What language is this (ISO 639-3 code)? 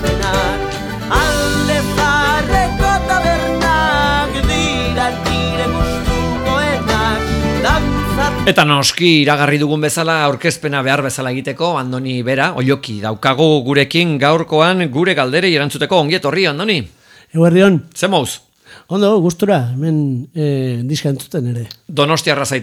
eus